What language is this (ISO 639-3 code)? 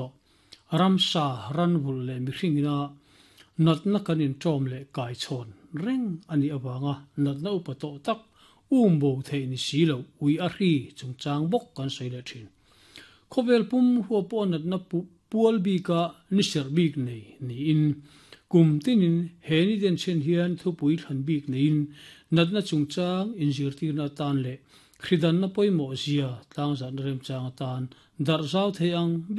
lus